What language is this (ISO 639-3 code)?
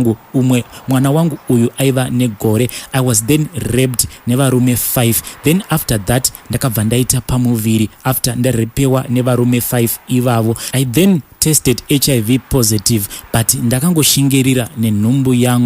sna